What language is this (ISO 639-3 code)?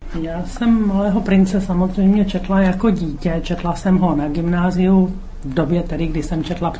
ces